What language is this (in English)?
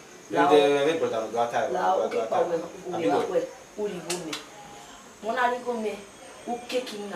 Bini